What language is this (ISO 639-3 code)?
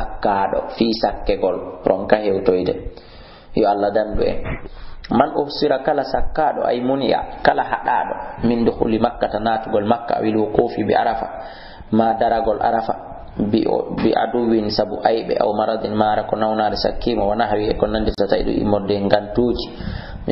ful